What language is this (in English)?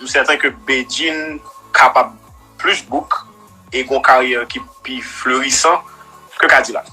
Haitian Creole